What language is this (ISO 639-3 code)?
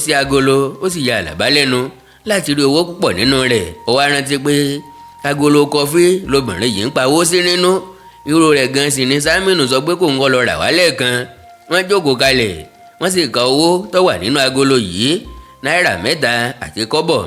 yor